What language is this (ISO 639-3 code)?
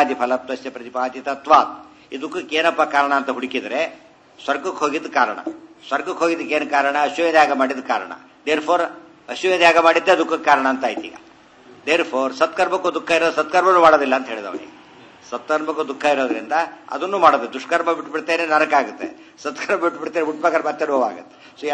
kan